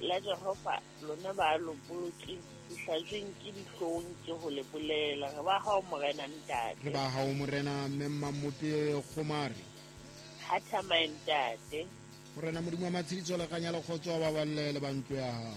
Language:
Southern Sotho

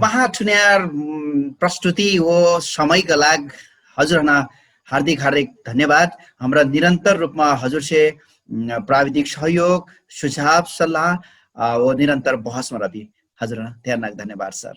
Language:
Dangaura Tharu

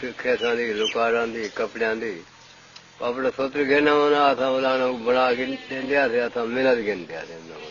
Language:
Saraiki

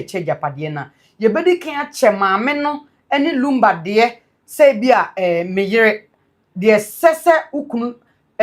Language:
Akan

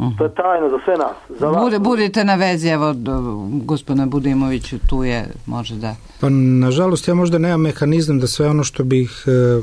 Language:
Serbian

